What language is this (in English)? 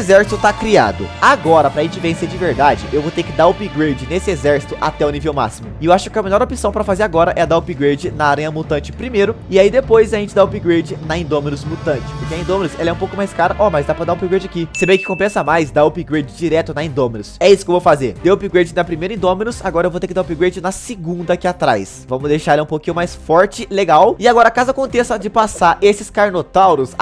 Portuguese